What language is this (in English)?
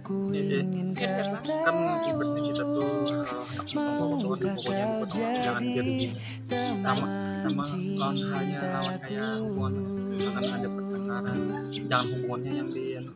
Banjar